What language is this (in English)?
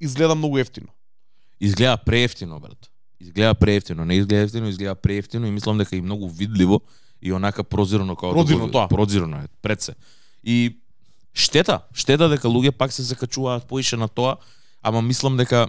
Macedonian